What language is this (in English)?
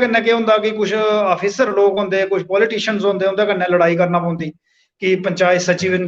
Dogri